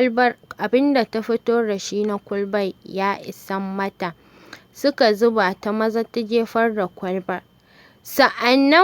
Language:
Hausa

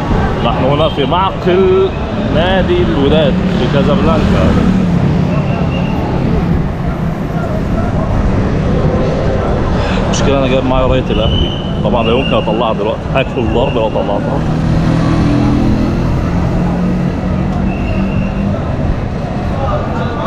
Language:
Egyptian Arabic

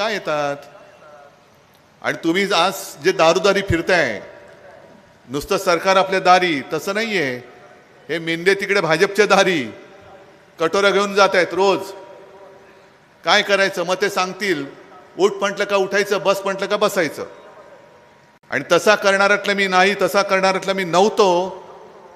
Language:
Marathi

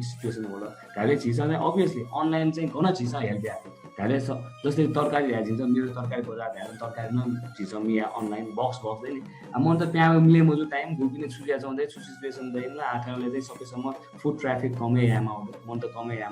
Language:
Newari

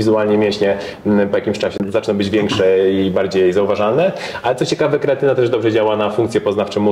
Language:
Polish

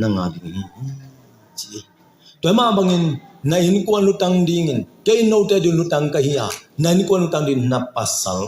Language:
Tedim Chin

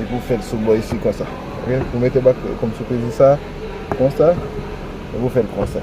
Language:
Haitian Creole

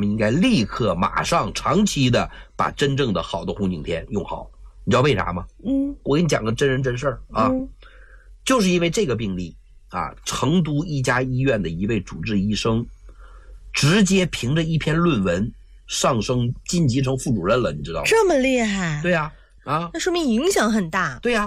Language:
Chinese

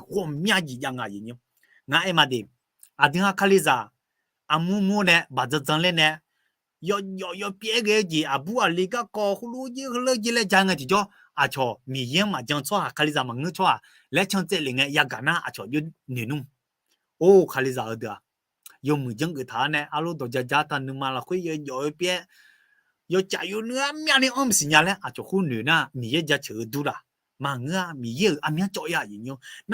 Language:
Akha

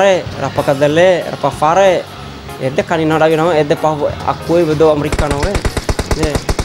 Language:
Bima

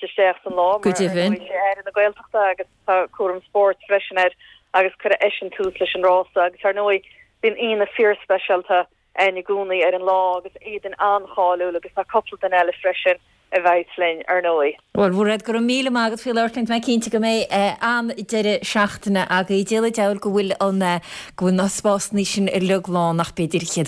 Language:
Irish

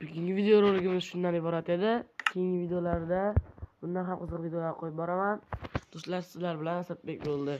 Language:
Uzbek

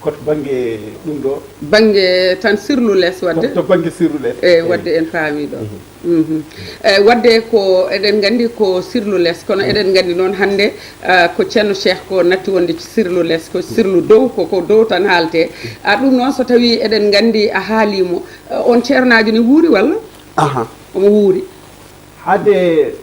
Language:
Fula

